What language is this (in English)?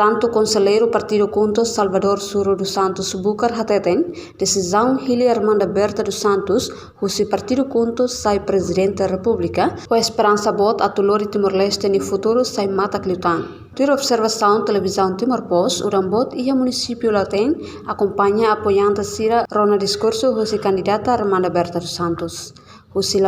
Tetum